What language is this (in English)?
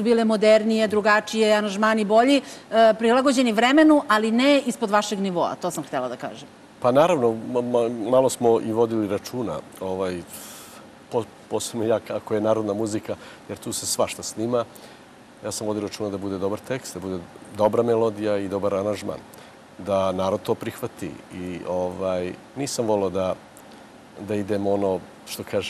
Serbian